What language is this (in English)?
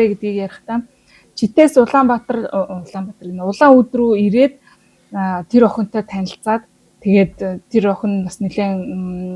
Mongolian